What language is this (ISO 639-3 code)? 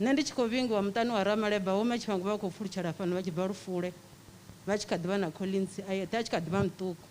ven